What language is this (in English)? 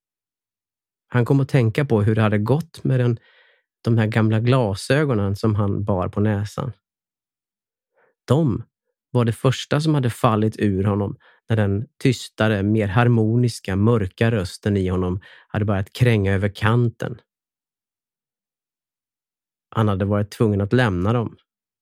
Swedish